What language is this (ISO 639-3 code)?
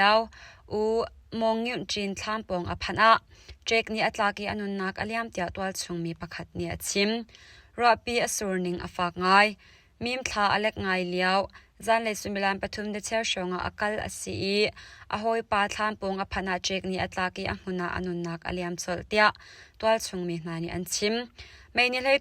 cnh